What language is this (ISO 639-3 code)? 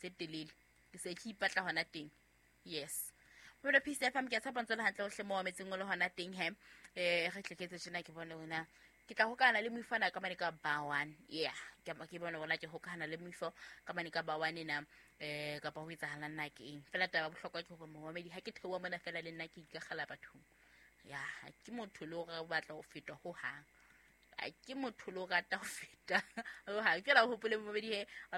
sot